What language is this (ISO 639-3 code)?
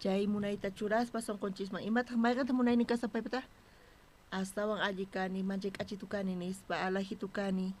quh